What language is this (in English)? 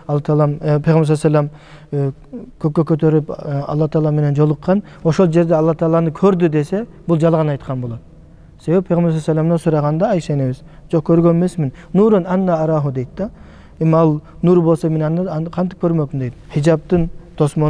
Kyrgyz